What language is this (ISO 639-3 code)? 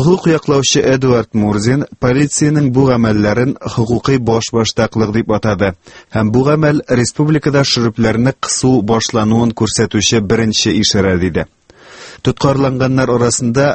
tat